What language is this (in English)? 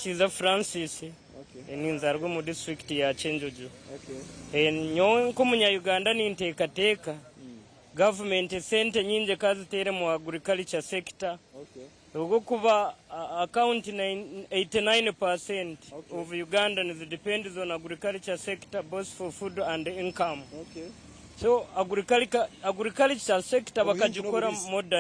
Nyankole